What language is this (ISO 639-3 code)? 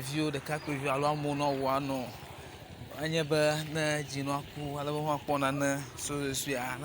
ewe